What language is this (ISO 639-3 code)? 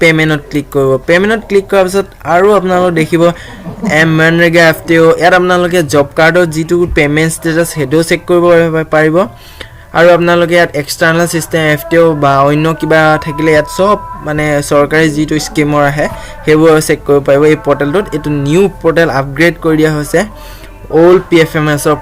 asm